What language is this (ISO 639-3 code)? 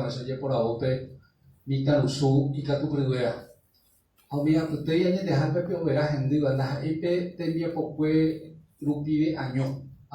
grn